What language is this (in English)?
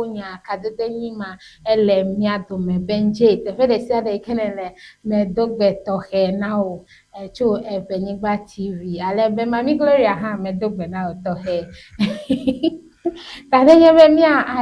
Ewe